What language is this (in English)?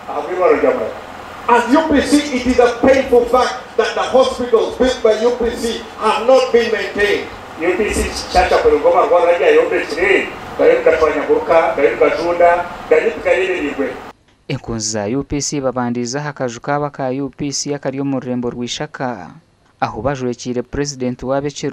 Nyankole